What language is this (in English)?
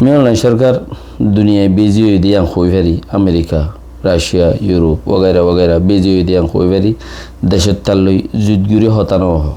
Rohingya